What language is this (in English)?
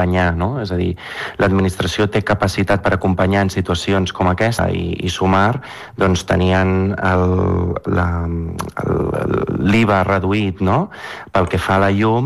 Catalan